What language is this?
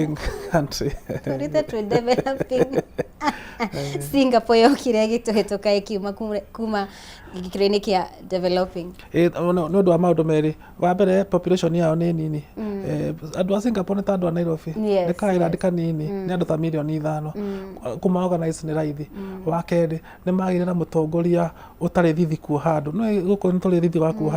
Kikuyu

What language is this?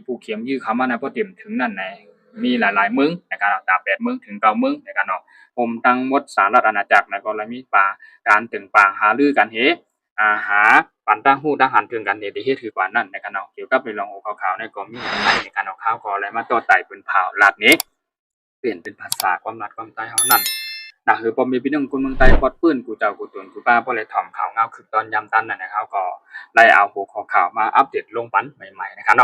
Shan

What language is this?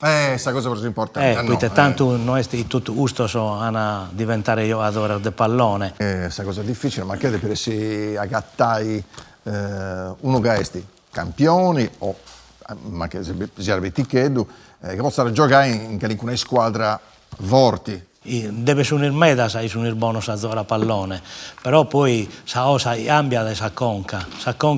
Sardinian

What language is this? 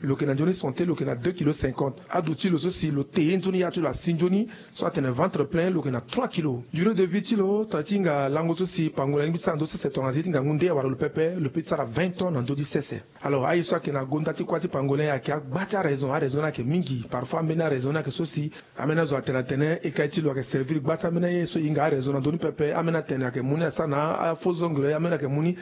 Sango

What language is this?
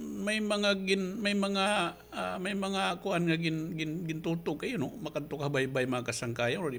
Waray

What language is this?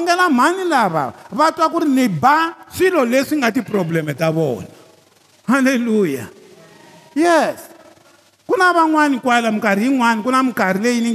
Tsonga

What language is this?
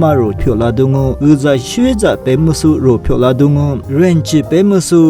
Lisu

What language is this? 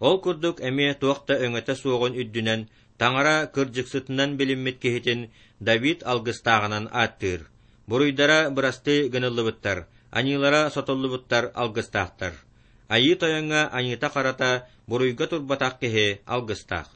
Yakut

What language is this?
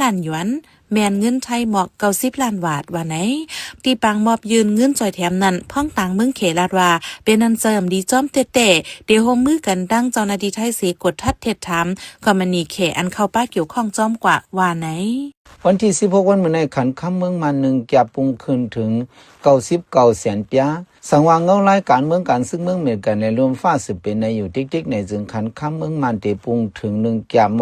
Shan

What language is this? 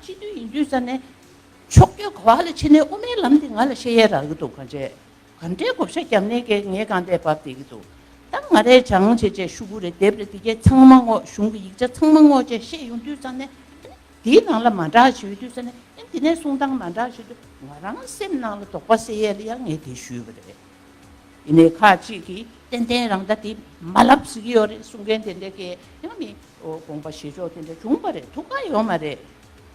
Tibetan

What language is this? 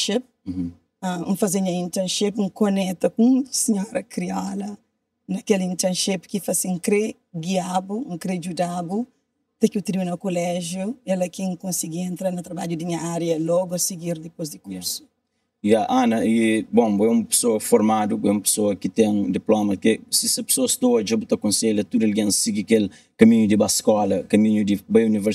Kabuverdianu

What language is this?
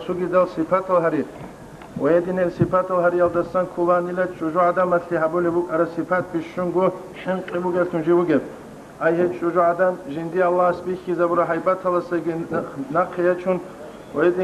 Avaric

